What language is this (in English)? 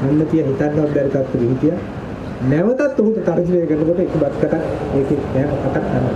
Sinhala